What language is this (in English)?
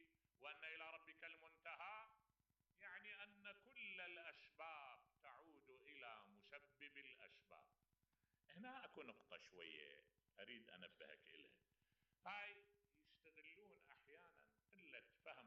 Mesopotamian Arabic